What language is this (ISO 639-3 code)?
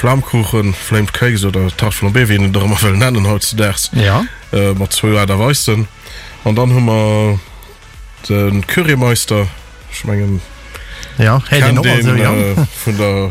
ltz